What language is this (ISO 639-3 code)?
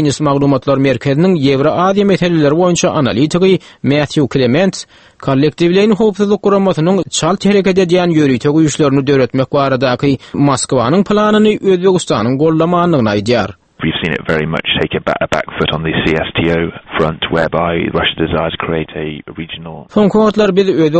tuk